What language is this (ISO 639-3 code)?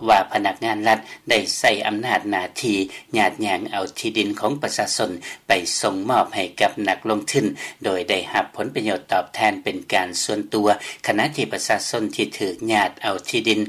lao